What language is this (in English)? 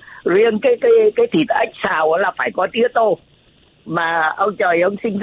Vietnamese